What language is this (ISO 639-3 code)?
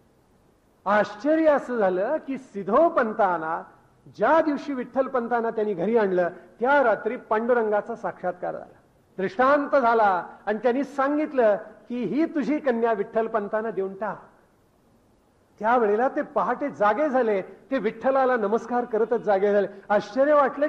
mar